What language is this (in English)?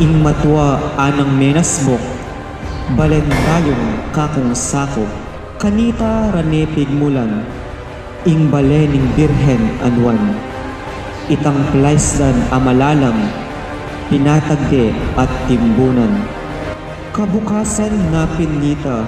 Pampanga